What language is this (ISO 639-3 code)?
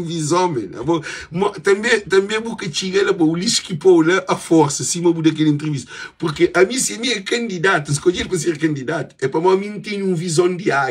kea